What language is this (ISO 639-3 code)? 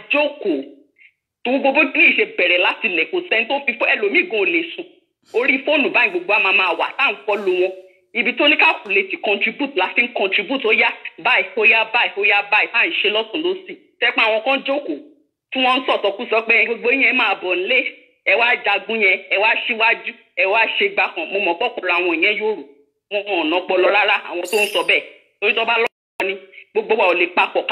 yor